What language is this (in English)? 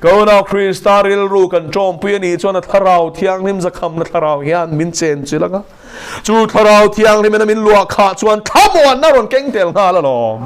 Mizo